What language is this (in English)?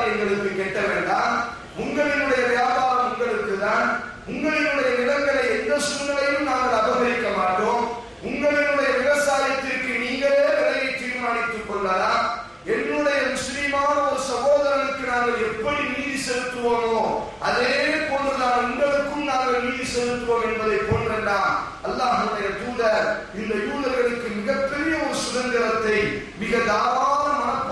Tamil